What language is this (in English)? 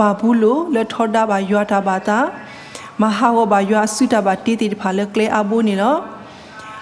S'gaw Karen